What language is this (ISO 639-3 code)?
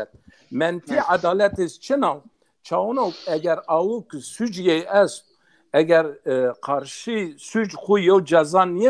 zza